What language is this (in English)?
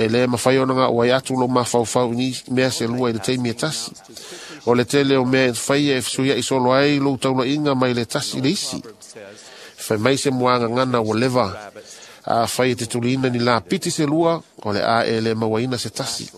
Samoan